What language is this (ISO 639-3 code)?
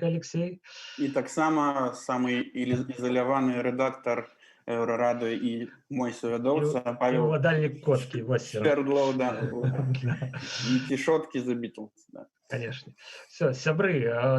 bel